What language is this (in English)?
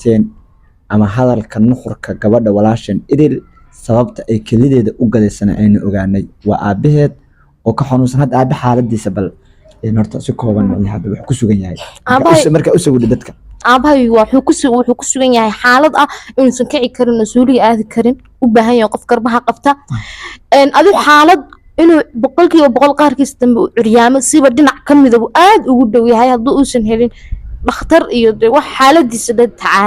Somali